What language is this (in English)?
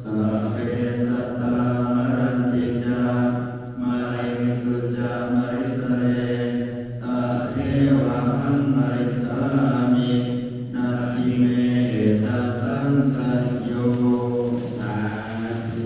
Pali